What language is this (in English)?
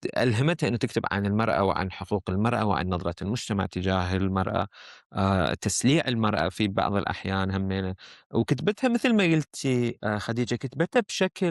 Mesopotamian Arabic